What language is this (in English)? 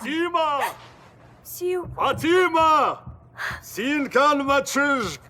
Ossetic